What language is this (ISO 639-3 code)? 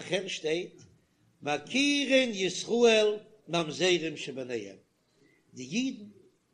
yid